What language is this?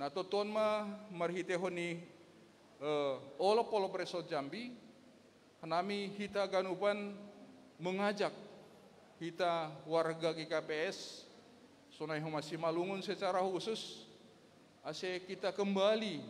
Batak Simalungun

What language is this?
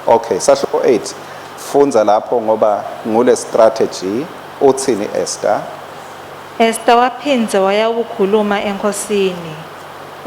Swati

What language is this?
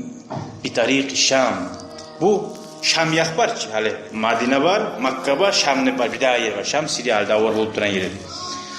Kumyk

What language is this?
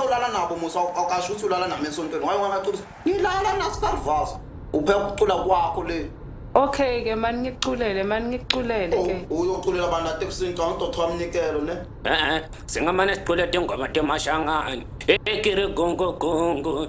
Zulu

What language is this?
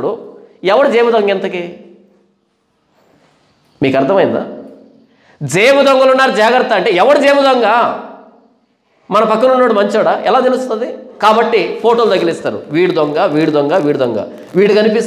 Telugu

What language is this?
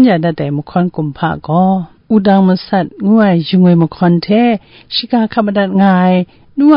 Kachin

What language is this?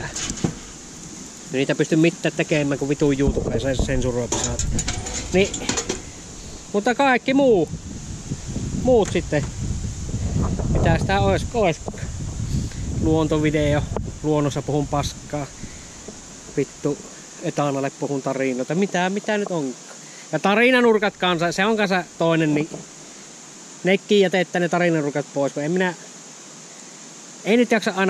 Finnish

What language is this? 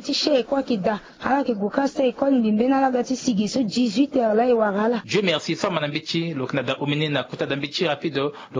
Sango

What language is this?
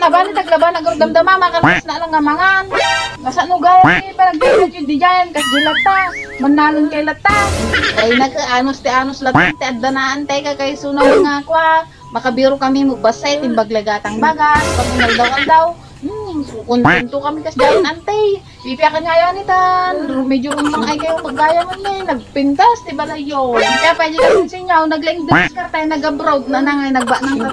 Iloko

